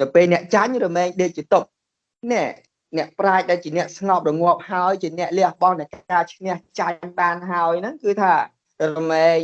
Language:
Khmer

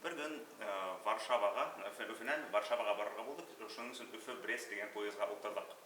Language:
Bashkir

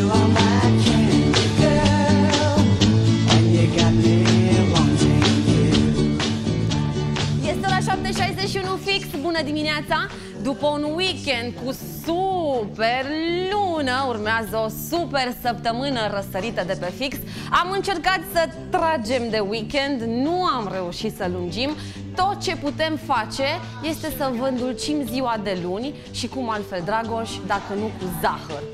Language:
Romanian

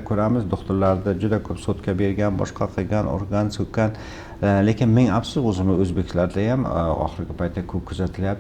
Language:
Uzbek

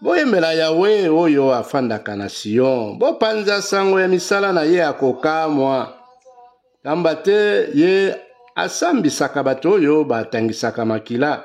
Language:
Lingala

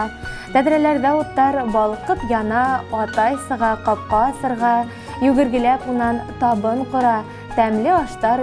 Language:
Bashkir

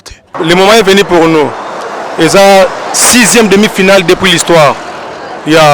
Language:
Lingala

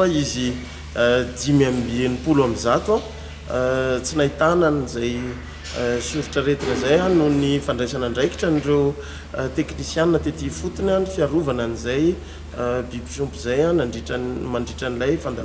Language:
Malagasy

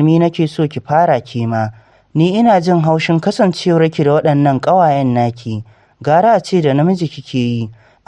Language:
Hausa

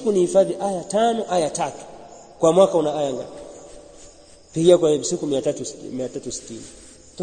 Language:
Swahili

